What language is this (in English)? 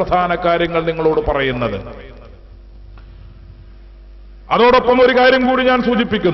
Malayalam